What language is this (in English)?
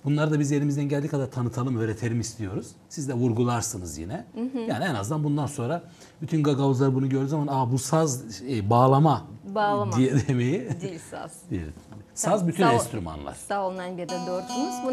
Gagauz